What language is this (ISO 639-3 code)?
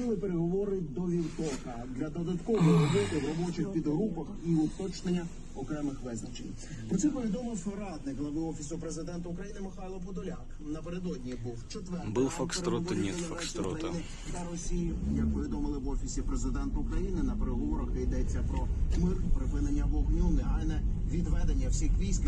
ukr